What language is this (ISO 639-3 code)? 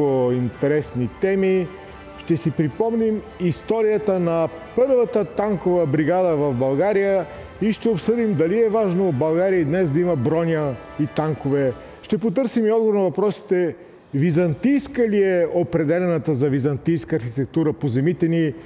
bul